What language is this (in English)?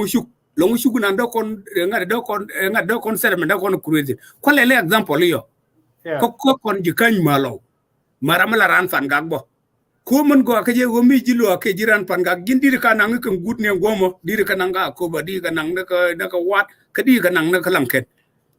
Nuer